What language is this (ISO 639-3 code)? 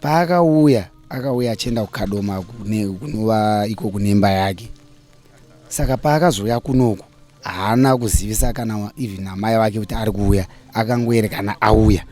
sna